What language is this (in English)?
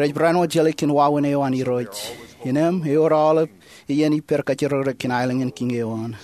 Marshallese